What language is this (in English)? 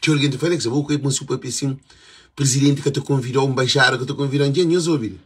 Kabuverdianu